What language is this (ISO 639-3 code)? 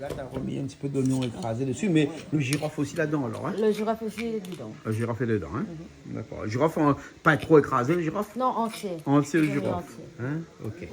rcf